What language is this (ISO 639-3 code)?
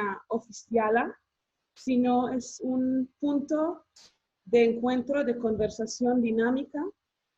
lad